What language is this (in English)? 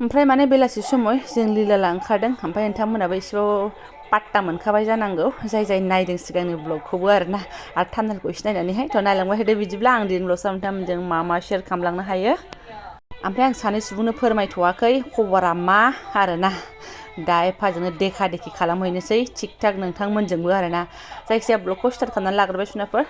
Bodo